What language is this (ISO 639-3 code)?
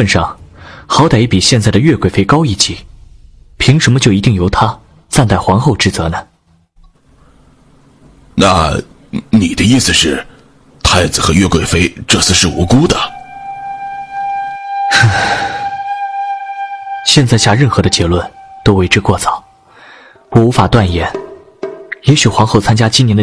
zho